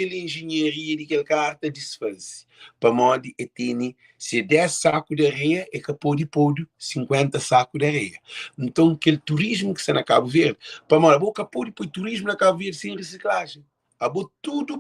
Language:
Kabuverdianu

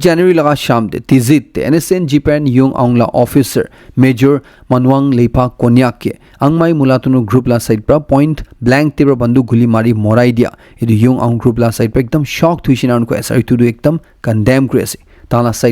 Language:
Naga Pidgin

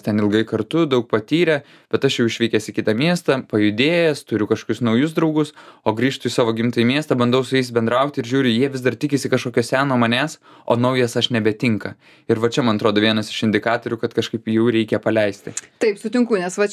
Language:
Lithuanian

